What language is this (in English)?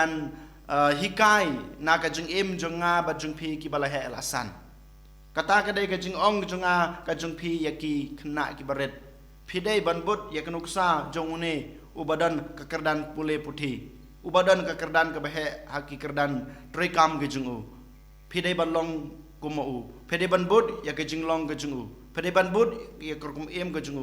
Khasi